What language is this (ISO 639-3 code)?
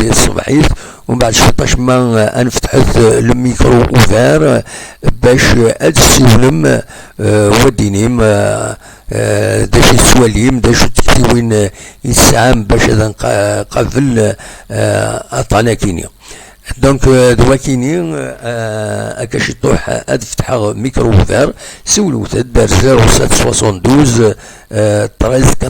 kab